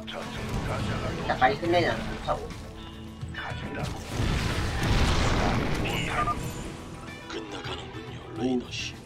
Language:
Korean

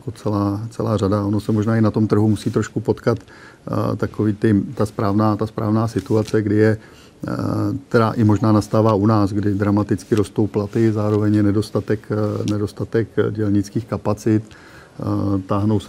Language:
Czech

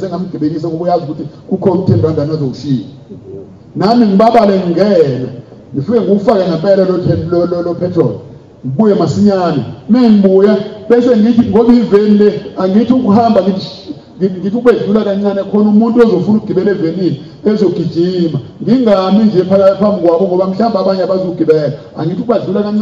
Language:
Zulu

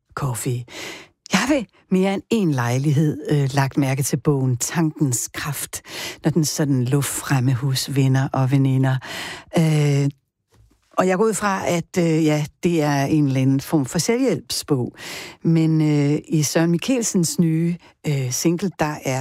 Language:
Danish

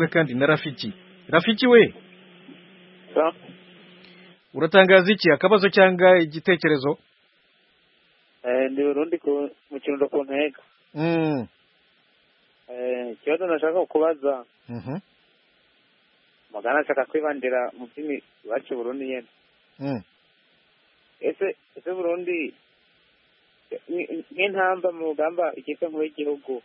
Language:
Kinyarwanda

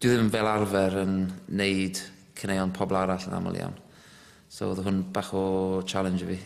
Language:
Welsh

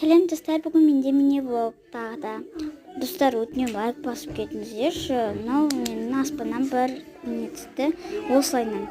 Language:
Kazakh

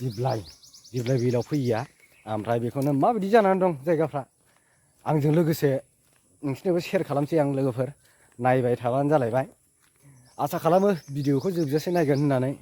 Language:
Bodo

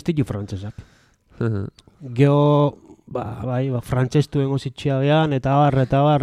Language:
Basque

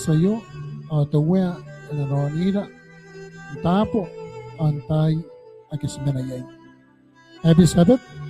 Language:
Gilbertese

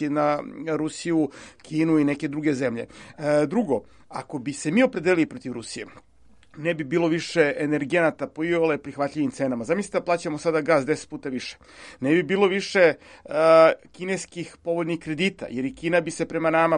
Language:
Serbian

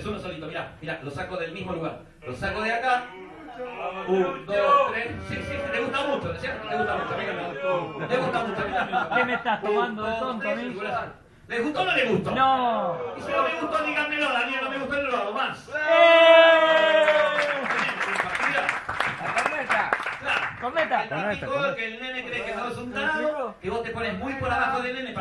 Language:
Spanish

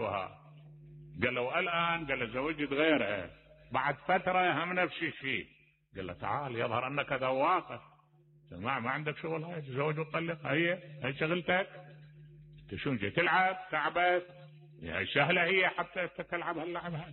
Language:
Mesopotamian Arabic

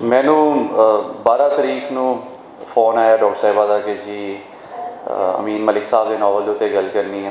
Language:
Western Panjabi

